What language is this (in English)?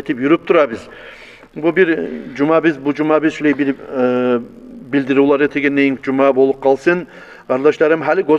Kumyk